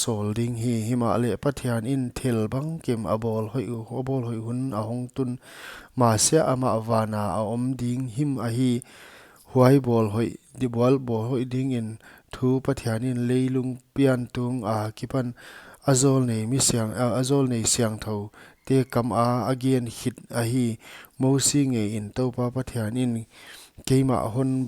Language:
Paite Chin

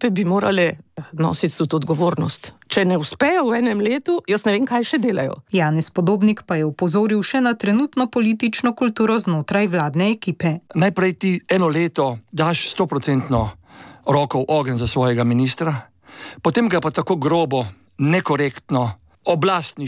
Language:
Slovenian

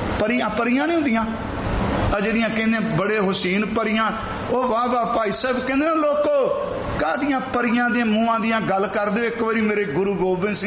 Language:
Punjabi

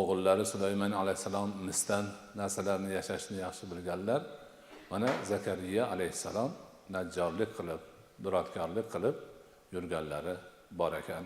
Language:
Uzbek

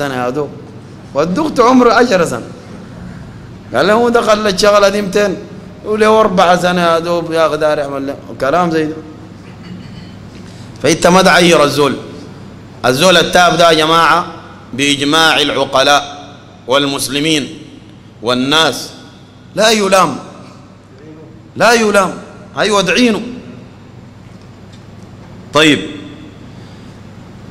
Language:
Sudanese Arabic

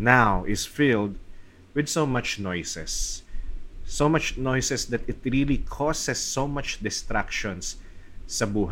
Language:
Filipino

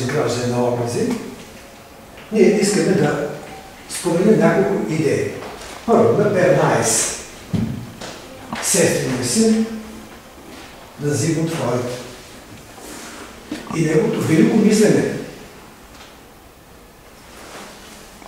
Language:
Bulgarian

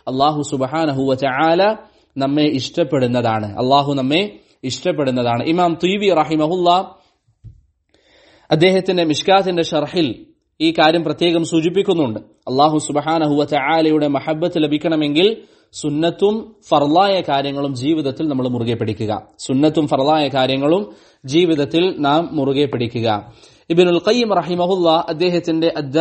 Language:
Malayalam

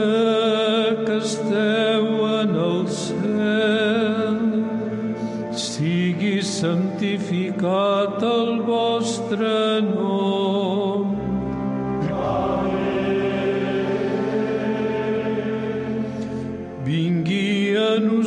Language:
Catalan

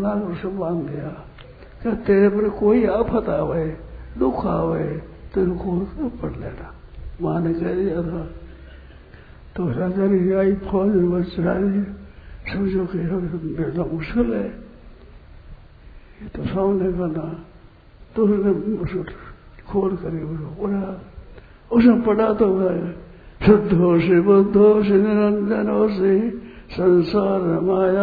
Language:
Hindi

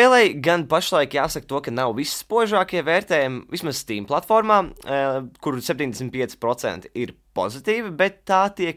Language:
Latvian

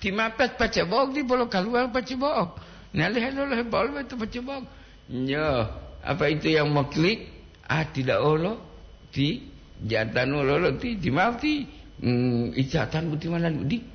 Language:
Gorontalo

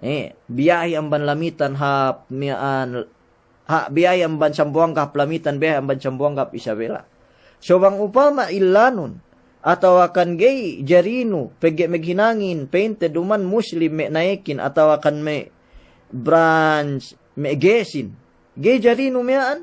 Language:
Yakan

